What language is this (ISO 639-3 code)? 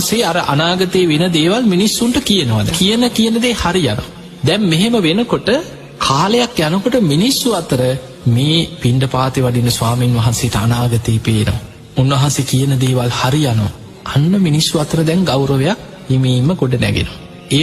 sin